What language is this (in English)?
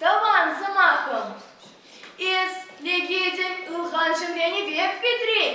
Chuvash